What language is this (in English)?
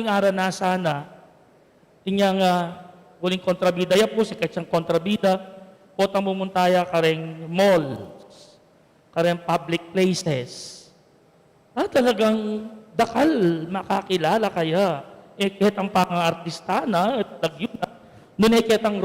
Pampanga